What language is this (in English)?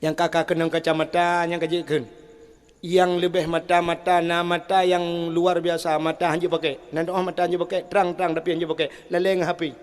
Achinese